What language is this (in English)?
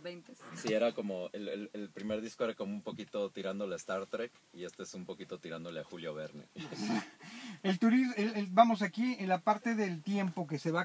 Spanish